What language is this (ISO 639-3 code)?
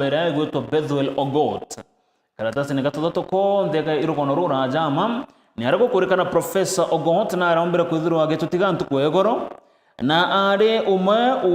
mer